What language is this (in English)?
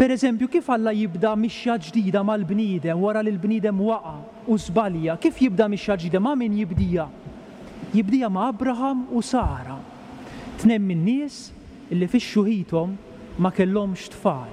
Maltese